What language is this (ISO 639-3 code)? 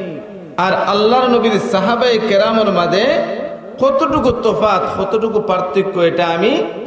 syl